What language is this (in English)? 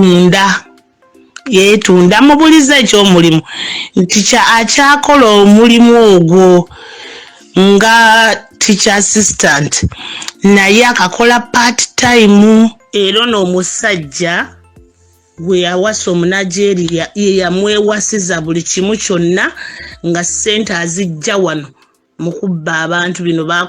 Ganda